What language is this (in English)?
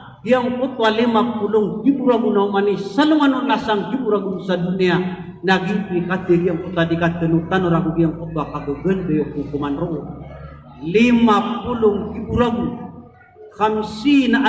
Maranao